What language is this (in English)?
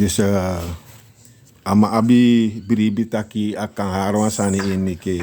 Sranan Tongo